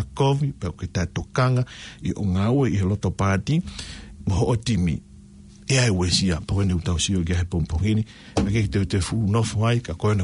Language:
Tongan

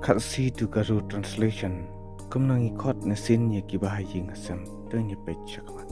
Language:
Khasi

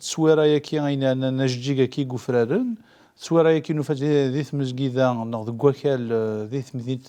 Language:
Kabyle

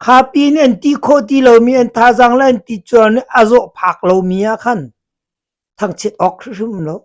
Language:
Hakha Chin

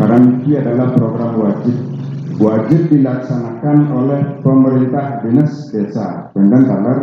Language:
Balinese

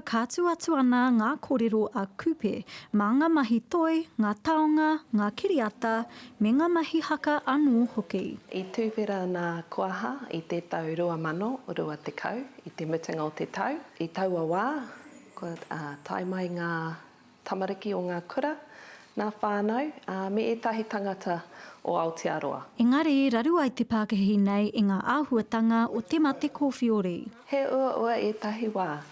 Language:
Māori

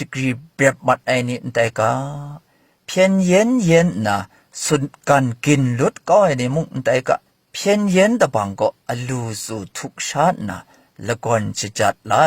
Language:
Kachin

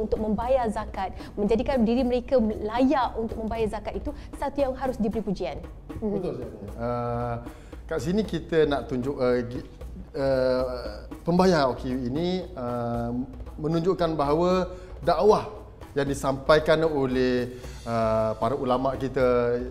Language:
Malay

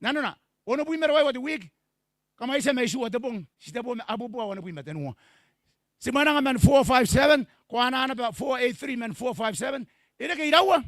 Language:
Gilbertese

